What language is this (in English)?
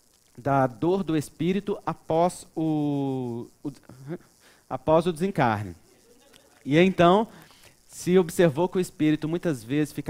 Portuguese